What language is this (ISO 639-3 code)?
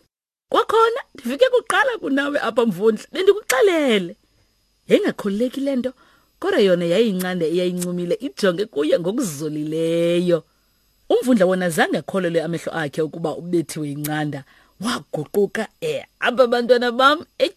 xho